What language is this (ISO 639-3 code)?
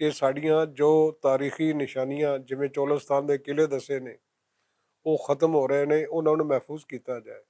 lah